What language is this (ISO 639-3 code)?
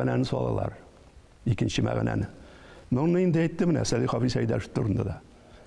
tat